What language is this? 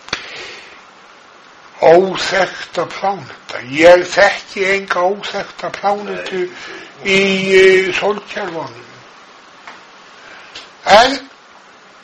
Icelandic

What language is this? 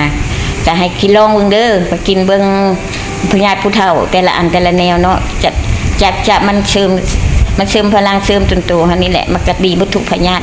Lao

